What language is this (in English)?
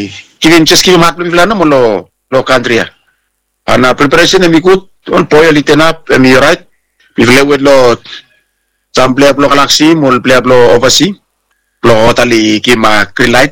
Bislama